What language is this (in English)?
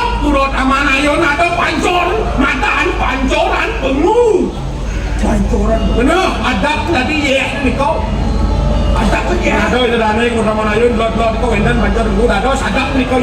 Balinese